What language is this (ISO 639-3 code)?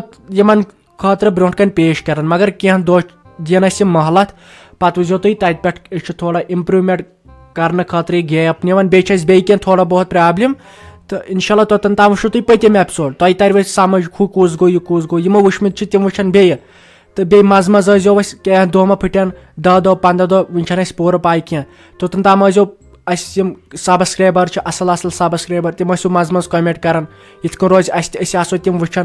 kas